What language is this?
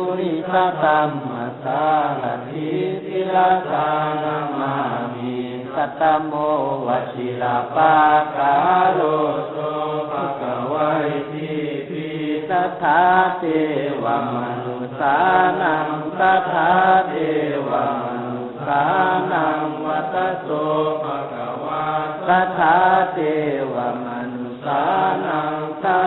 Pali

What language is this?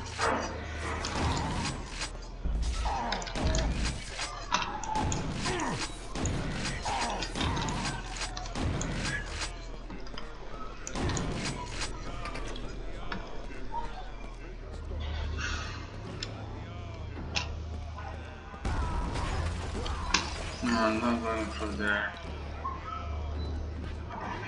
English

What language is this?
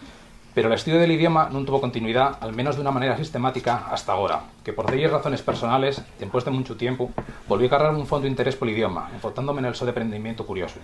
Asturian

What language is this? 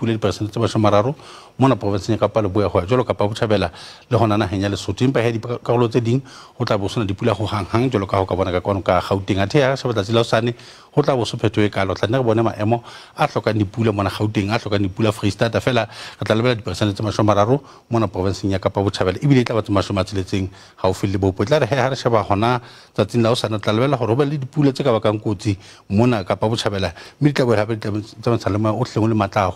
Southern Sotho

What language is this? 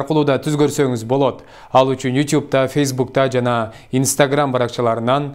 Kyrgyz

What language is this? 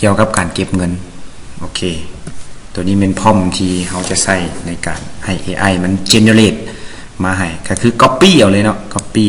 Lao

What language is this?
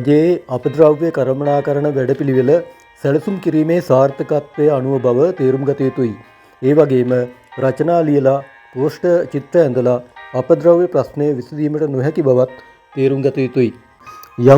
Sinhala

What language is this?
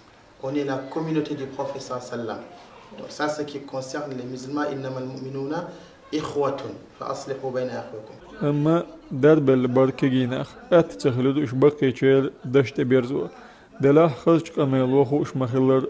Chechen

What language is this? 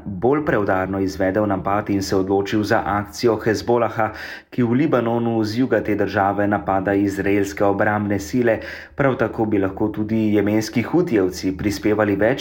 Slovenian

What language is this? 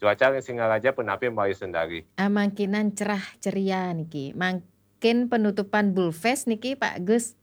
Balinese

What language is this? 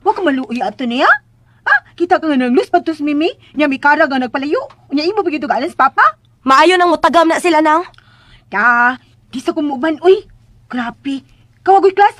Cebuano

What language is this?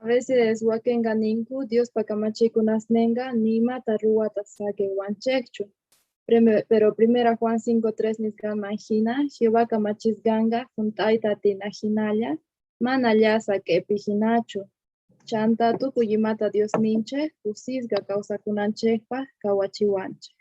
South Bolivian Quechua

